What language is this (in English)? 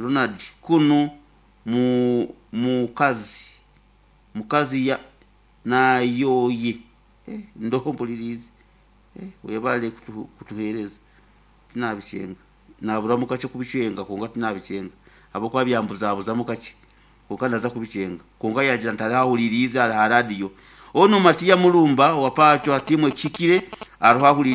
Nyoro